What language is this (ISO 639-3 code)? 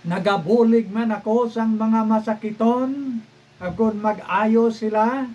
hil